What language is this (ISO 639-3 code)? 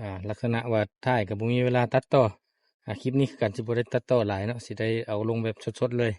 lao